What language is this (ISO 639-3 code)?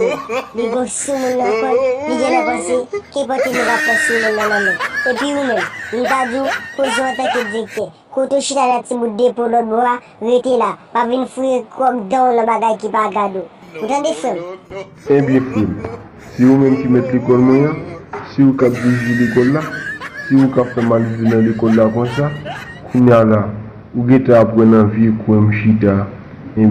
hat